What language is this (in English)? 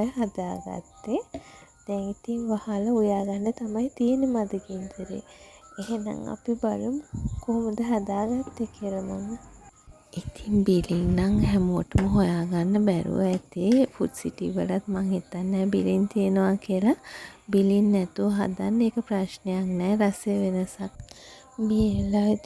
Sinhala